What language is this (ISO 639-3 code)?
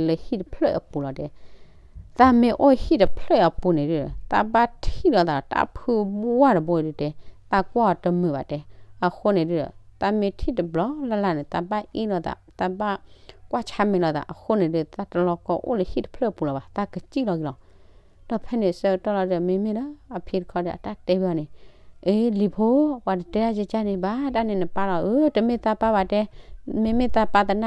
ksw